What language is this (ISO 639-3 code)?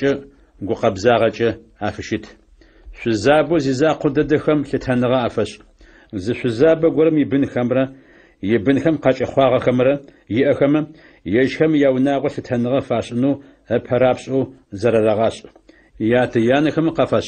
ady